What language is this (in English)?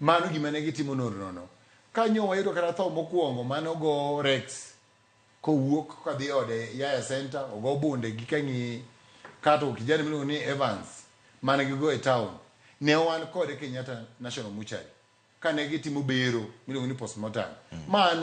Luo (Kenya and Tanzania)